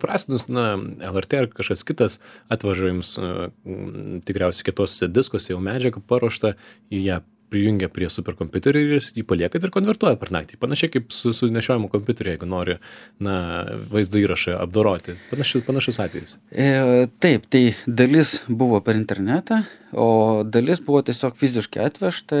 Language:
Lithuanian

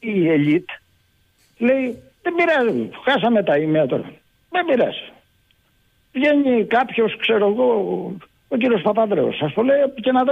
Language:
Greek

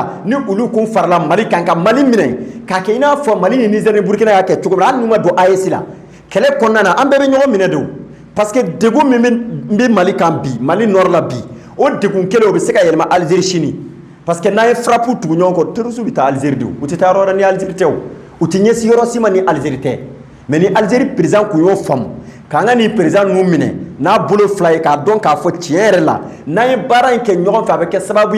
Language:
Bambara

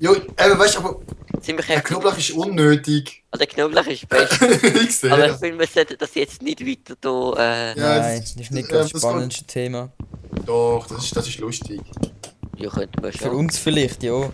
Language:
Swiss German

